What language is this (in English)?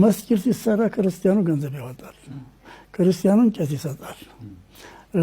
Amharic